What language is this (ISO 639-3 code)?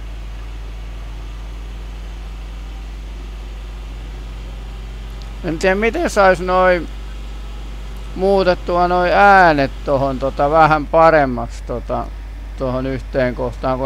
fin